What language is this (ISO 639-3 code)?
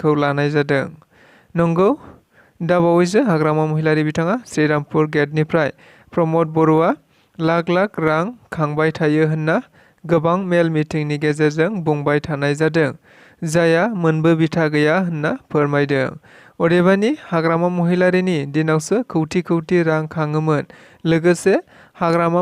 brx